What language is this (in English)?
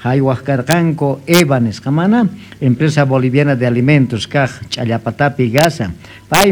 Quechua